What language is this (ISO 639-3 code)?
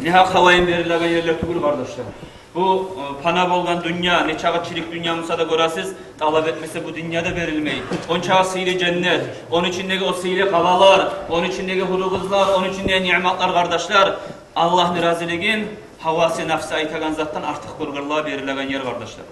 kum